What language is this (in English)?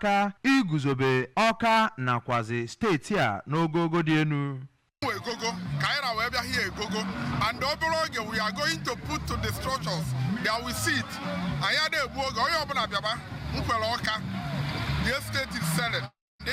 Igbo